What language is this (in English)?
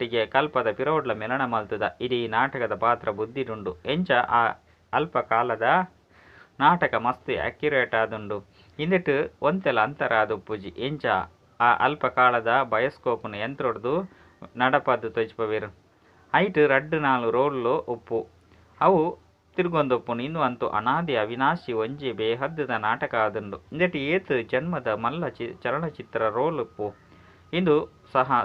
Tulu